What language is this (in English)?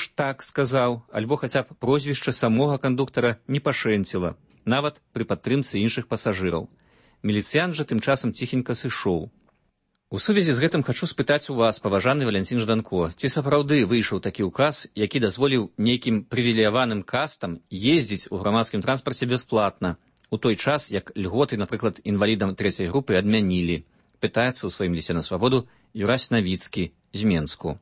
Belarusian